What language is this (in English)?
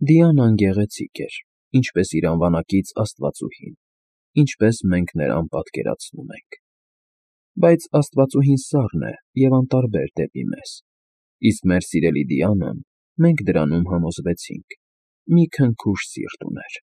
Armenian